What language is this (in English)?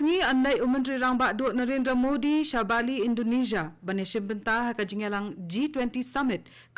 Khasi